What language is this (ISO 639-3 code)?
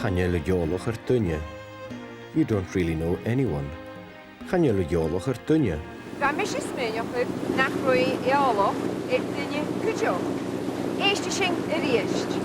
gla